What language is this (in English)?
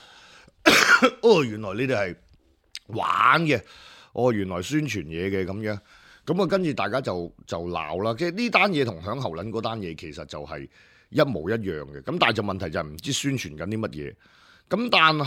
Cantonese